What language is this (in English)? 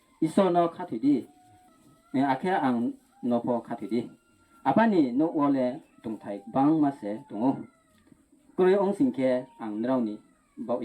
Riang (India)